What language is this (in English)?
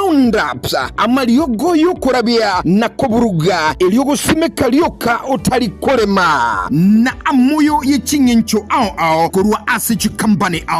Gusii